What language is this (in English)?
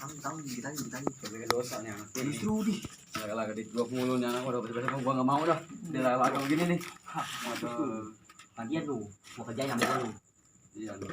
Betawi